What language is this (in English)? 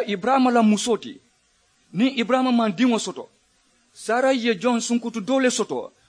Mandingo